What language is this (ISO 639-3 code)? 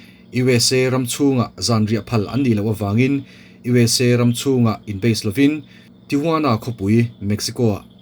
lus